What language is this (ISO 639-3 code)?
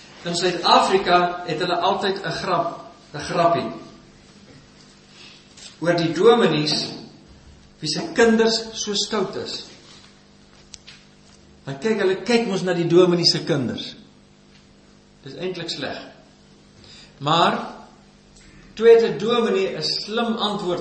afr